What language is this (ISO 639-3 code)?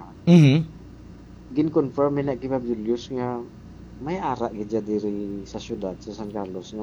hil